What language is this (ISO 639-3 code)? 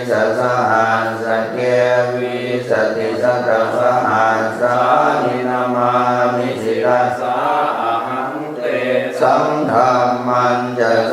pli